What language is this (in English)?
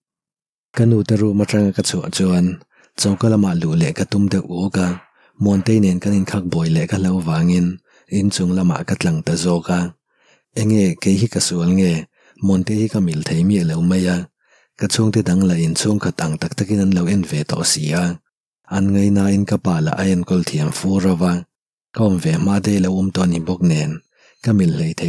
Mizo